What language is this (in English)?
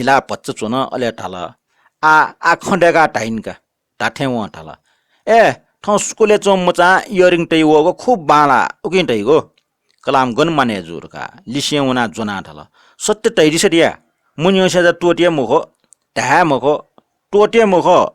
Newari